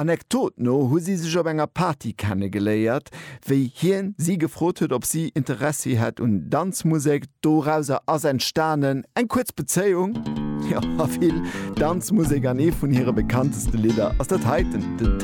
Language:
Luxembourgish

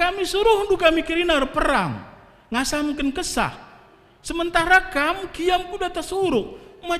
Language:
Batak Karo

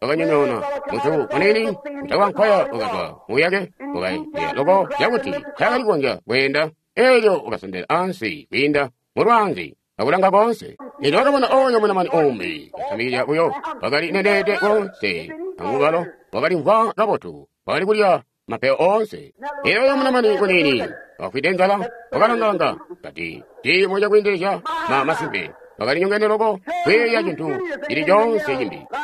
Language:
Tonga (Zambia)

